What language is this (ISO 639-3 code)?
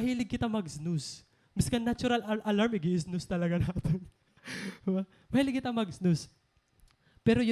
war